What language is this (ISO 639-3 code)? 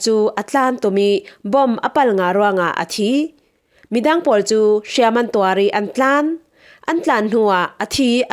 cfm